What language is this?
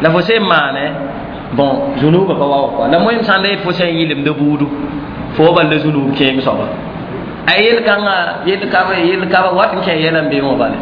Mossi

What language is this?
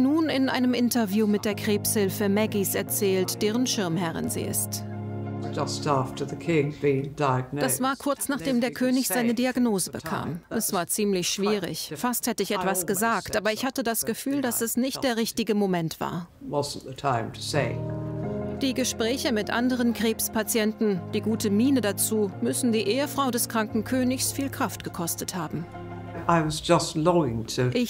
German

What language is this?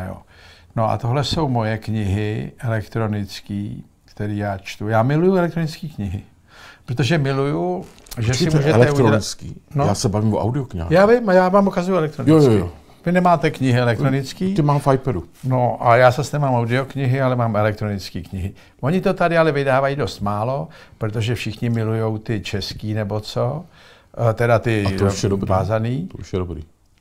Czech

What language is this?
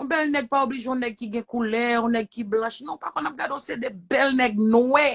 Haitian Creole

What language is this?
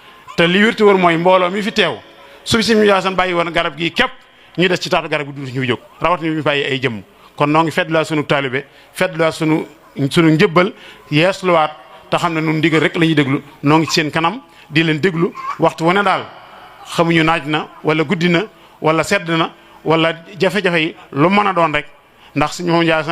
Wolof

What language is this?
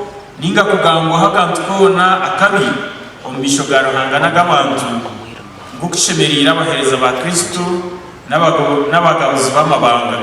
Nyankole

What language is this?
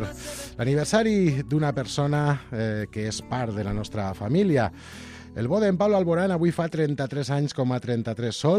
Catalan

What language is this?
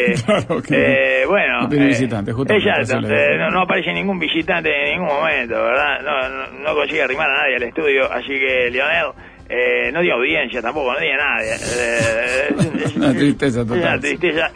Spanish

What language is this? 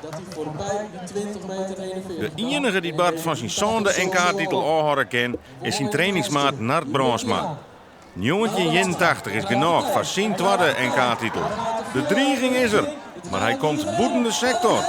Western Frisian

